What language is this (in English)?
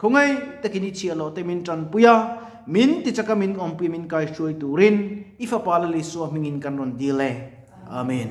Mizo